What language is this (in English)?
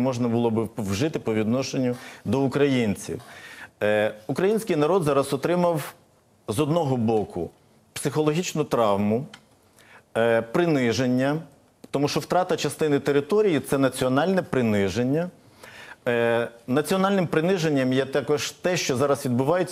Ukrainian